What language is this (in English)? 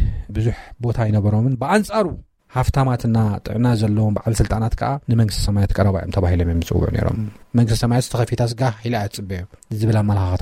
Tigrinya